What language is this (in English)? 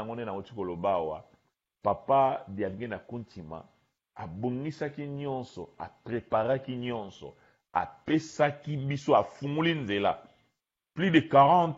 Lingala